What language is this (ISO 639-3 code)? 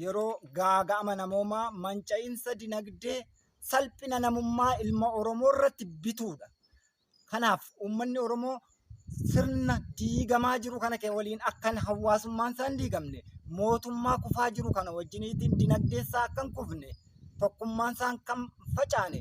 orm